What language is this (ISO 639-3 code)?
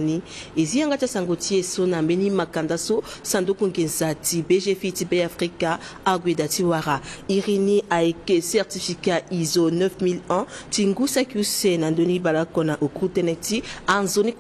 sag